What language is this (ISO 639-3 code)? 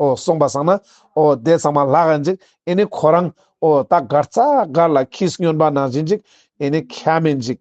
lbj